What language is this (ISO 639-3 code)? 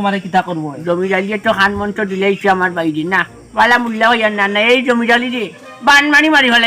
syl